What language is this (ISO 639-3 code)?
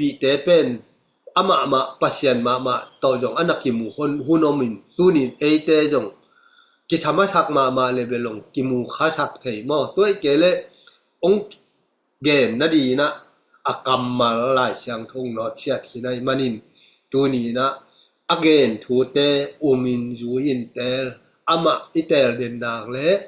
ctd